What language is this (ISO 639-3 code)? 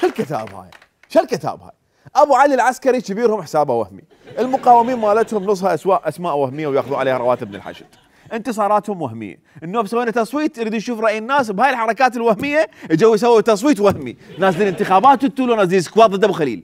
acm